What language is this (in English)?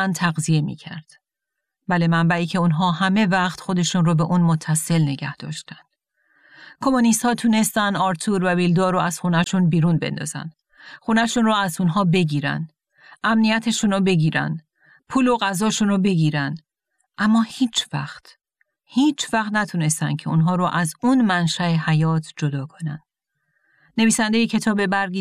Persian